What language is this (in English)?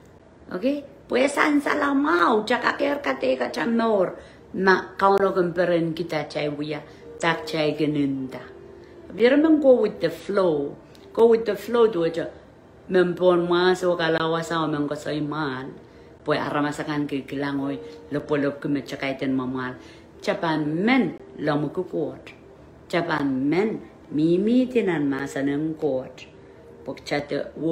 Pohnpeian